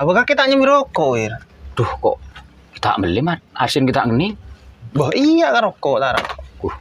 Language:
Madurese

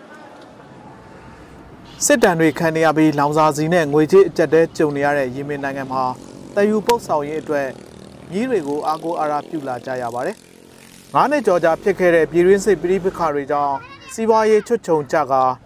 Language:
Burmese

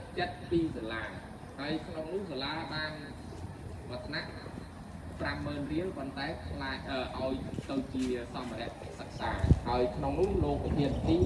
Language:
Khmer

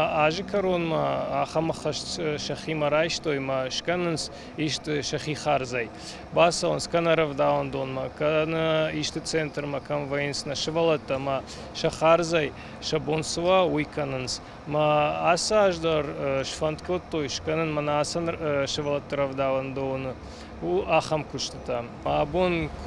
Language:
Ossetic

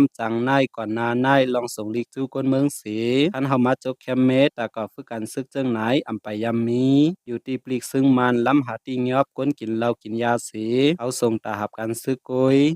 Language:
Shan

